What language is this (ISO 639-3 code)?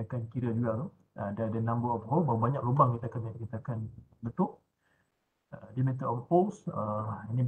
msa